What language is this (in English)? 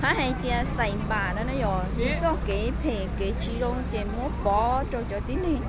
Hmong